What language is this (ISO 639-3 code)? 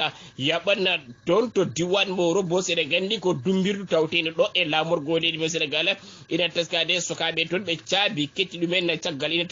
ful